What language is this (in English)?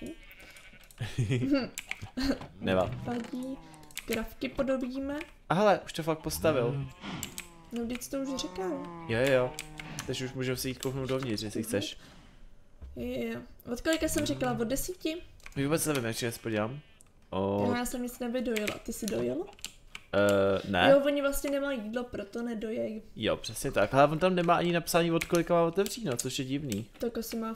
Czech